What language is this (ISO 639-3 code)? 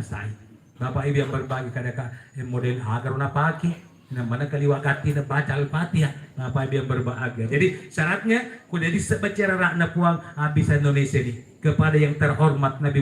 bug